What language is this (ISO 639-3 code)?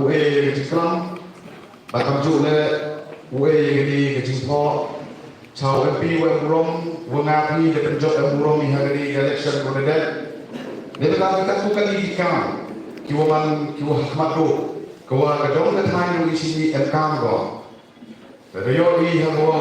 kha